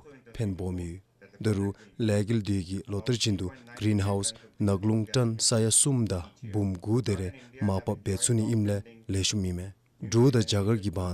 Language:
Dzongkha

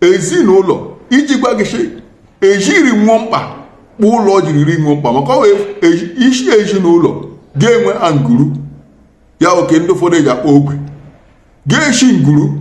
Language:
Igbo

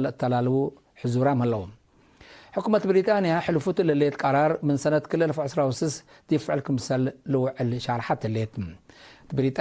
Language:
Tigre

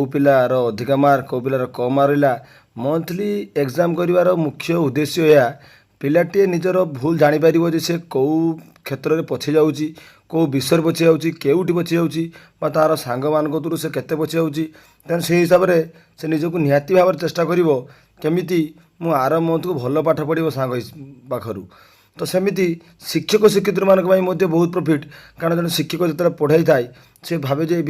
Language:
Odia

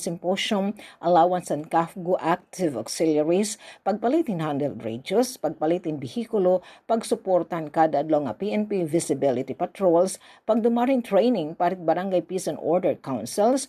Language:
Waray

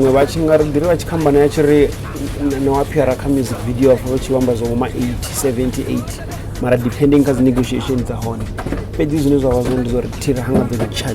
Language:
Venda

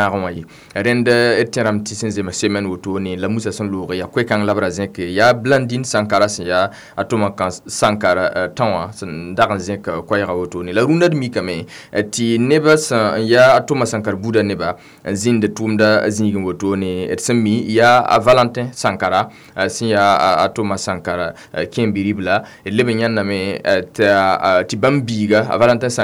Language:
Mossi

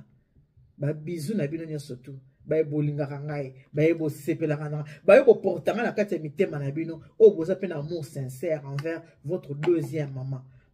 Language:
Lingala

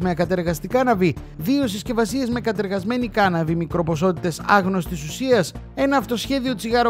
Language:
Greek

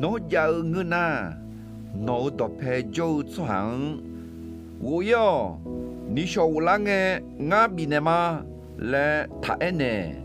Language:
Akha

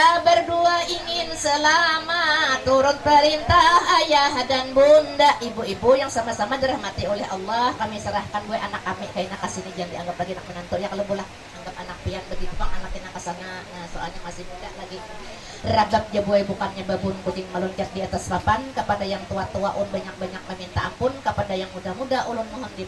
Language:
Banjar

